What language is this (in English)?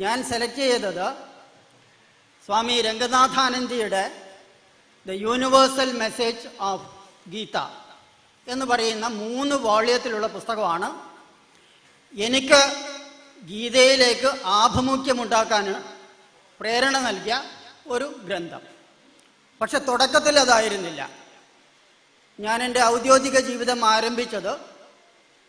Malayalam